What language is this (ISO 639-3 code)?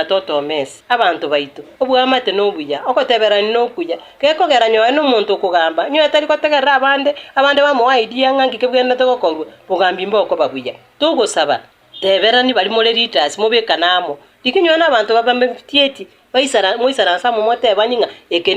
guz